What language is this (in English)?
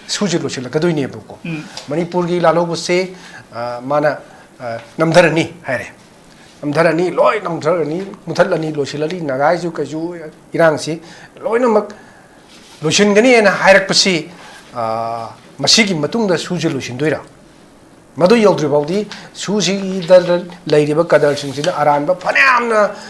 Manipuri